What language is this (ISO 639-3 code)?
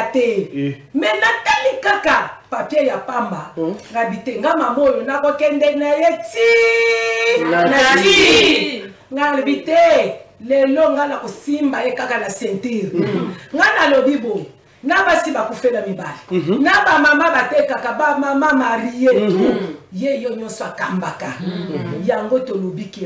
lin